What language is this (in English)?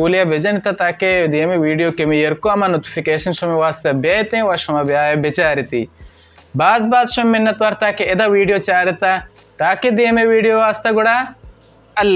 Baluchi